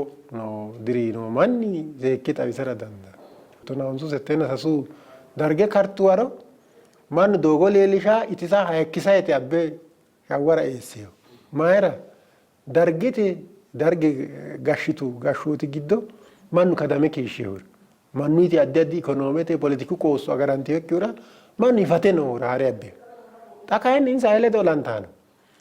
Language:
Sidamo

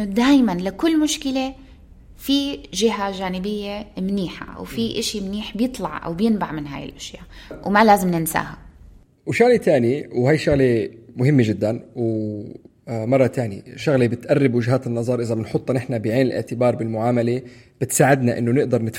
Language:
North Levantine Arabic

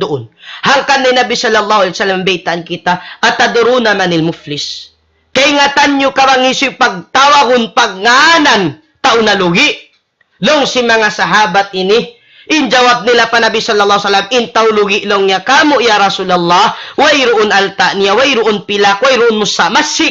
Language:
Tausug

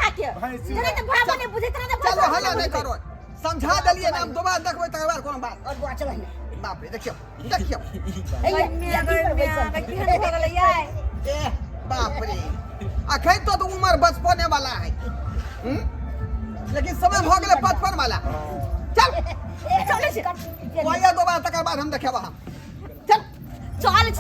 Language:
Maithili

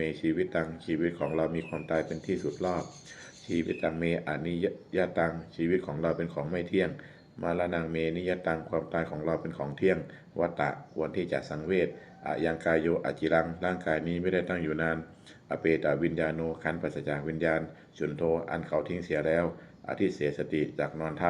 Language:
Pali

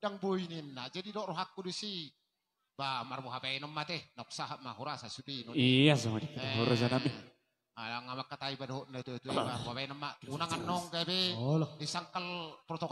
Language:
Batak Toba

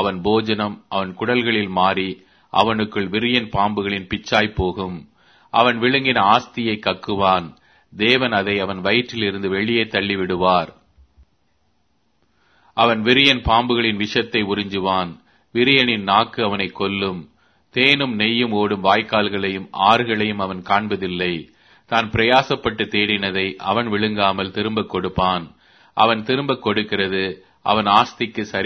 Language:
Tamil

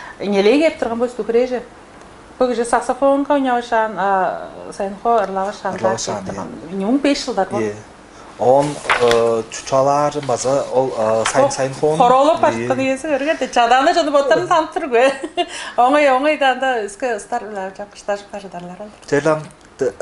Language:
Tuvinian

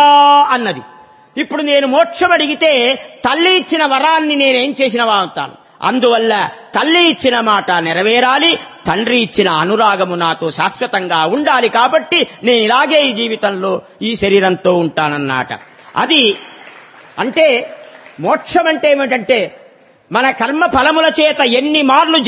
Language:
Telugu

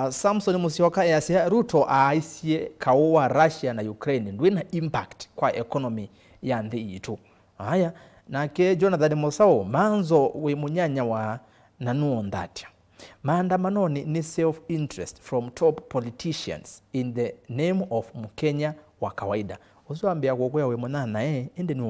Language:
Kamba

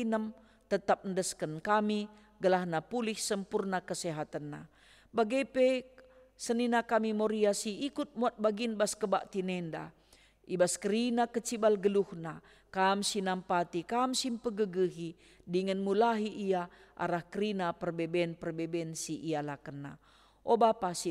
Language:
Batak Karo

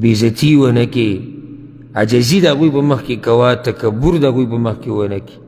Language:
Pashto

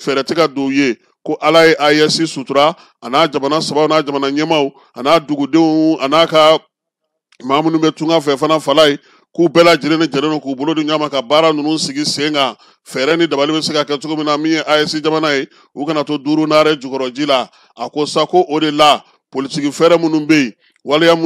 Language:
Bambara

